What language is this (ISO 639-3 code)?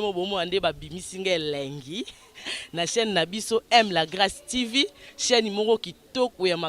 lin